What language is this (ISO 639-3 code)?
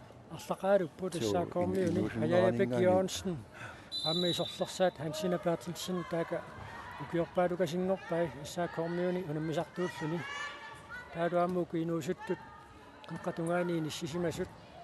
kal